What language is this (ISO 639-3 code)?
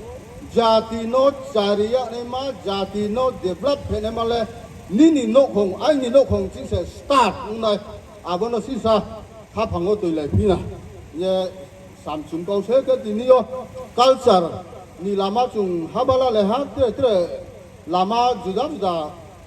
ria